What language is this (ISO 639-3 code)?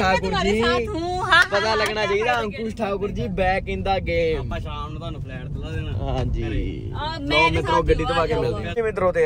pan